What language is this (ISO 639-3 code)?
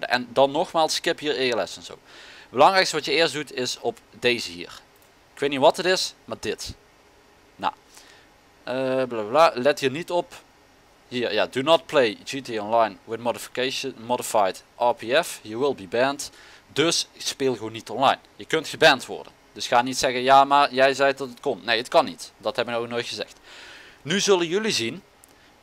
nld